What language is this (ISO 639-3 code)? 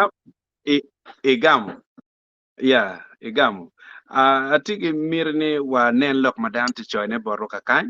ach